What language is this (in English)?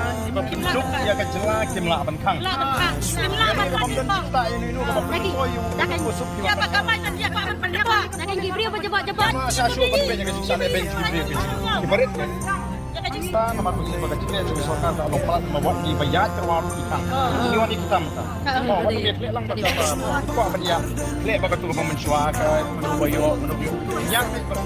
Khasi